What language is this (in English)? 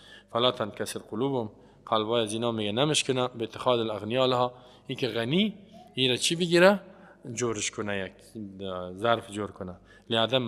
Persian